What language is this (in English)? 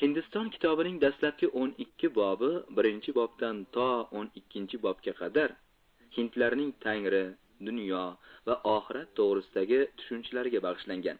Uzbek